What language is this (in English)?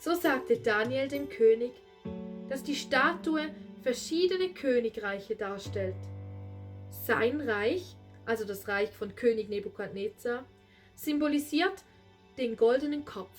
Swiss German